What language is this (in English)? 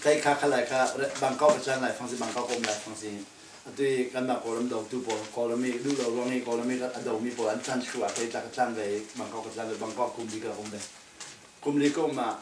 Falam Chin